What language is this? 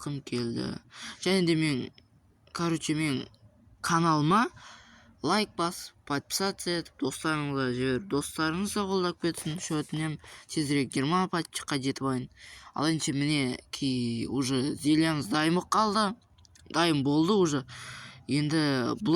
Kazakh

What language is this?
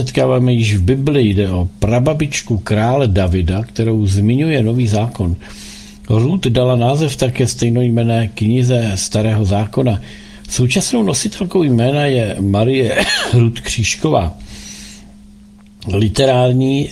Czech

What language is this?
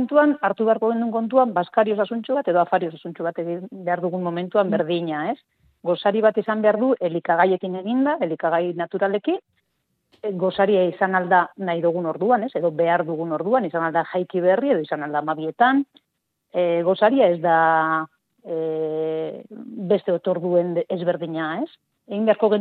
Basque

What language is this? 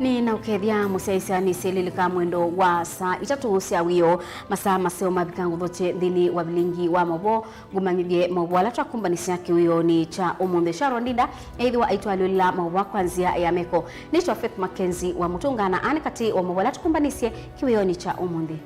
Kamba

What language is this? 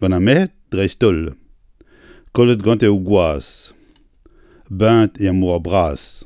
Breton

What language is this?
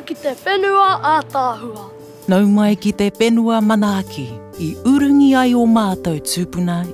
Māori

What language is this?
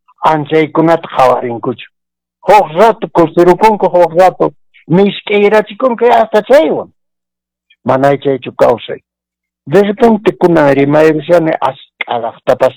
Quechua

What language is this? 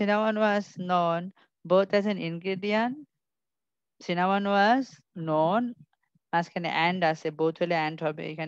Bangla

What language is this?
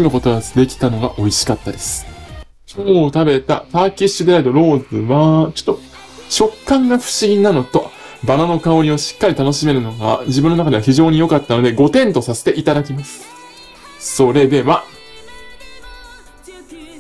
Japanese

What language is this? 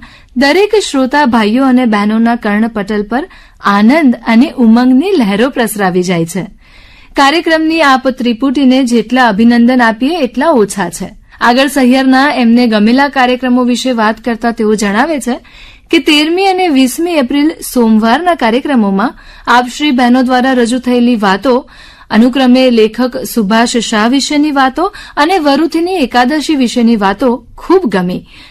Gujarati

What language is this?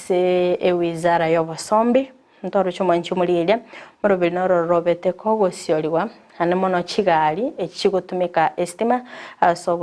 Gusii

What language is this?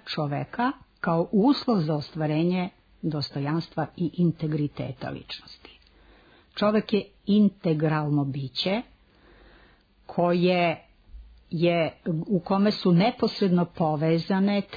Serbian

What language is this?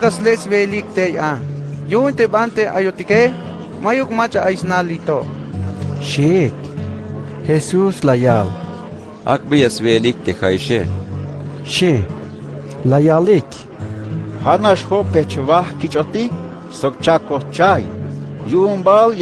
Tzeltal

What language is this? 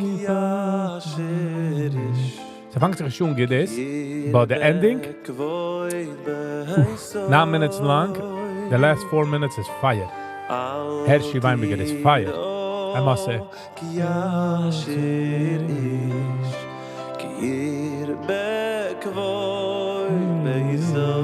Yiddish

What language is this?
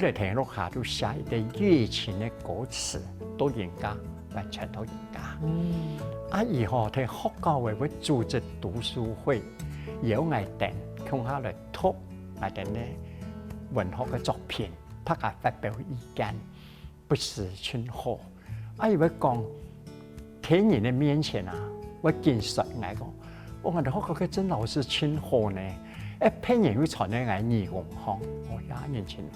Hakka Chinese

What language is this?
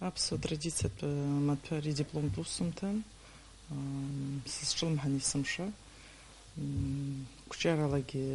Abkhazian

